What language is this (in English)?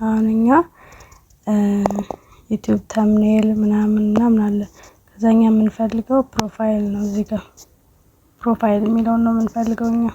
Amharic